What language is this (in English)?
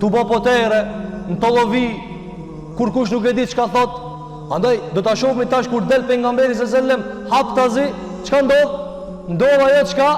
Albanian